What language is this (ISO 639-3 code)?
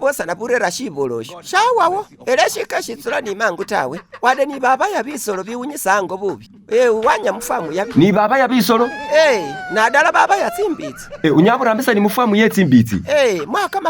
myx